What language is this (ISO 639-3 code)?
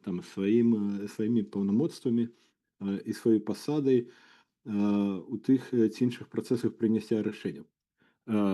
bel